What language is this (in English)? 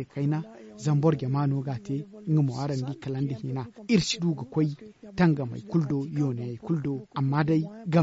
Zarma